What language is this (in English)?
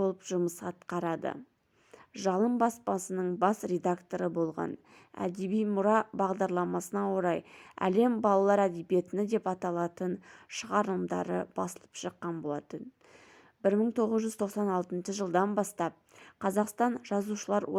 Kazakh